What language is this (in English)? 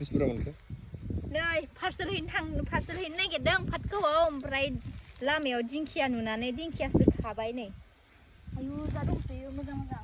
Bodo